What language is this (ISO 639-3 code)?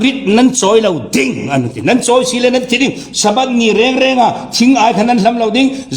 cfm